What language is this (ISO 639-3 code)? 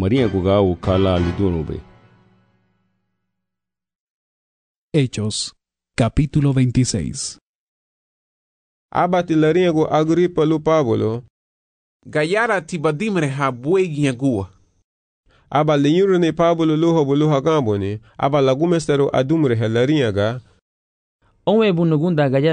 cab